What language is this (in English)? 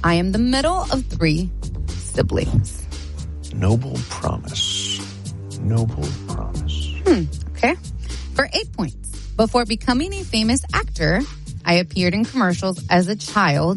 English